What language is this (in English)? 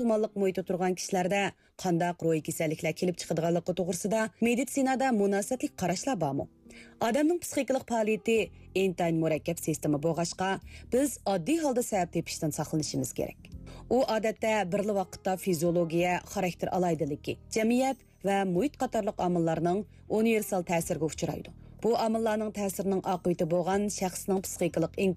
Uyghur